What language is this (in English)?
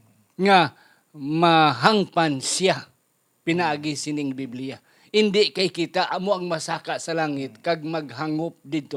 Hiligaynon